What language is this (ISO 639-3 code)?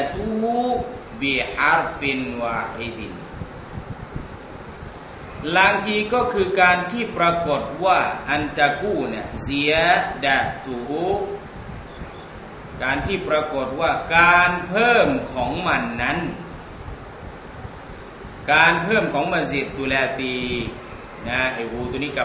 tha